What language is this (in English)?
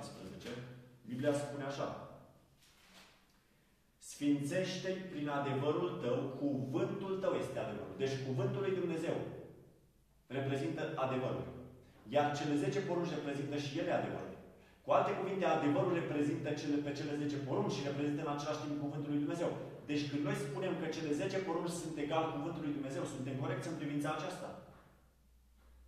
Romanian